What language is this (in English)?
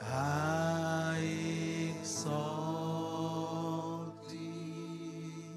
Marshallese